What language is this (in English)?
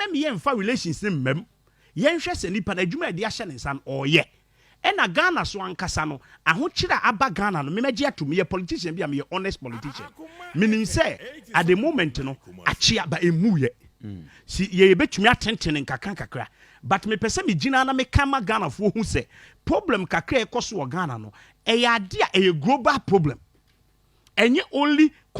Akan